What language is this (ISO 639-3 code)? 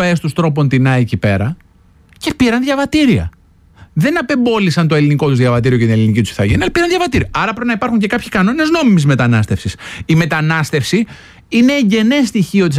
ell